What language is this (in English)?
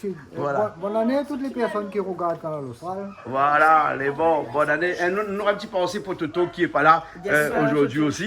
Réunion Creole French